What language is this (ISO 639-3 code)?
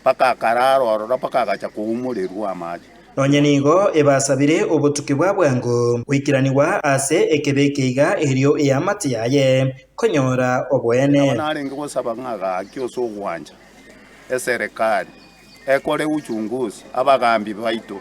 guz